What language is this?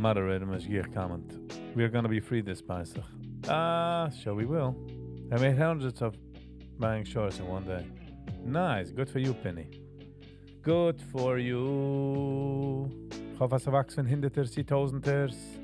Yiddish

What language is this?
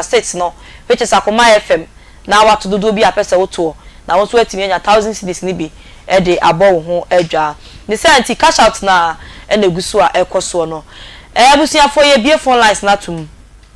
Akan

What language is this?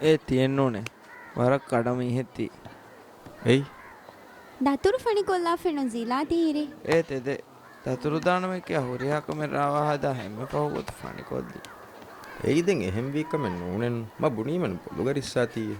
Divehi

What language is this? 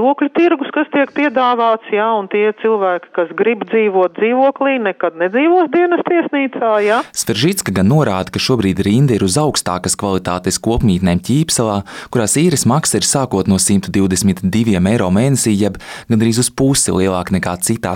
Latvian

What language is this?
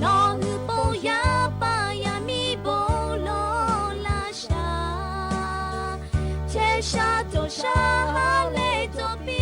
Lahu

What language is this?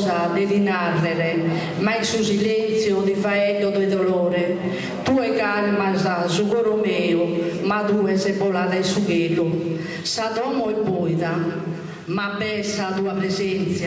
Sardinian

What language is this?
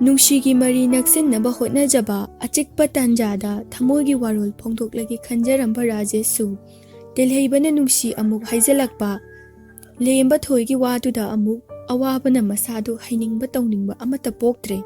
Manipuri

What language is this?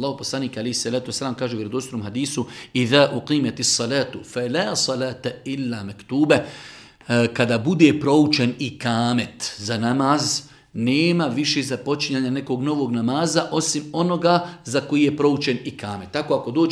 Bosnian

